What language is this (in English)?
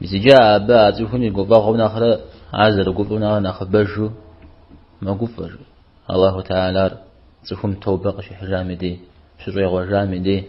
Kabardian